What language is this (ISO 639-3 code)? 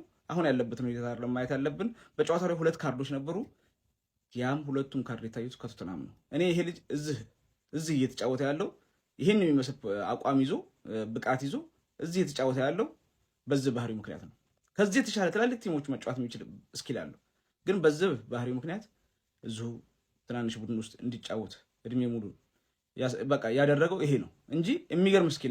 amh